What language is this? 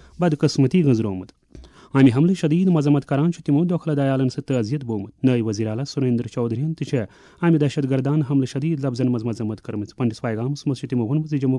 Kashmiri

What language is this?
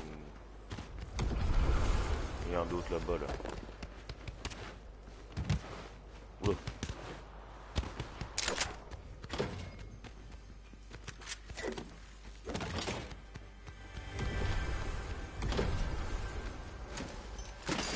French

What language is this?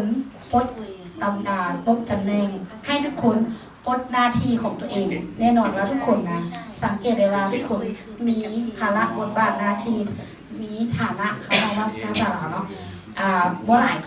Lao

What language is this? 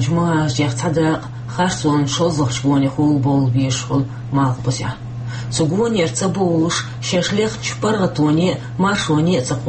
Chechen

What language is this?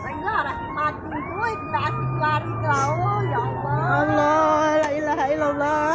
Musi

